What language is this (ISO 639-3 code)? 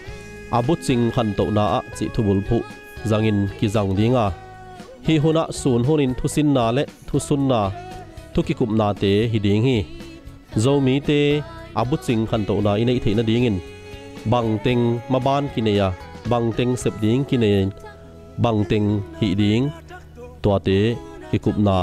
ctd